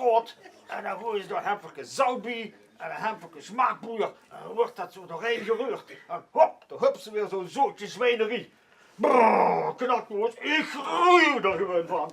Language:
Limburgish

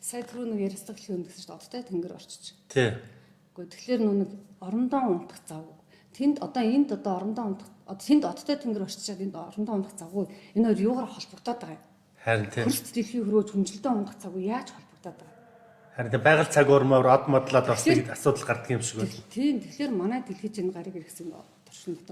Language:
Mongolian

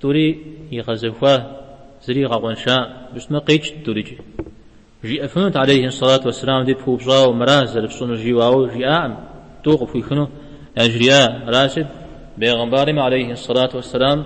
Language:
Kabardian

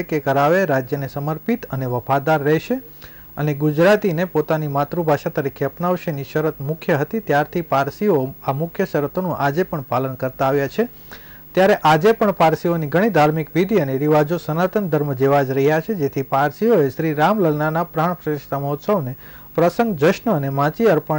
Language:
Gujarati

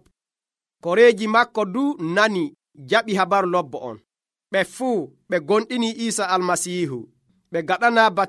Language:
Nigerian Fulfulde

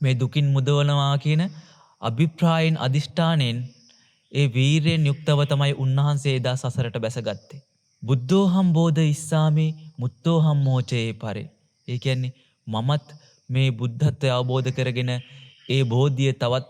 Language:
Sinhala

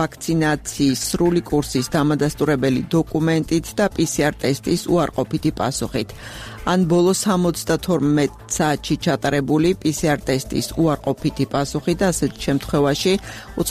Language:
Georgian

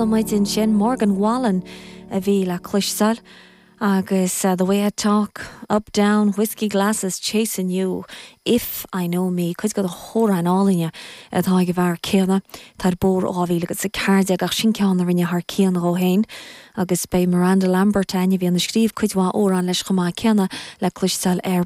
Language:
Irish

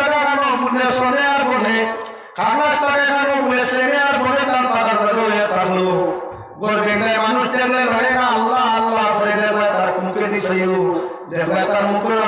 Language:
Sylheti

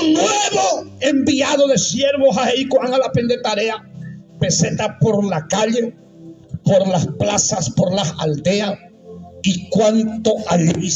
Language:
Guarani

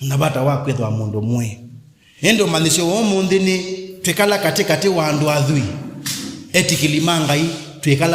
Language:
Kamba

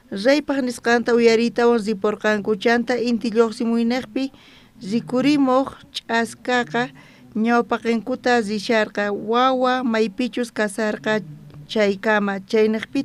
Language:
South Bolivian Quechua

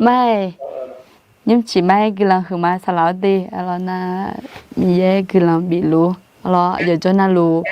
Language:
Akha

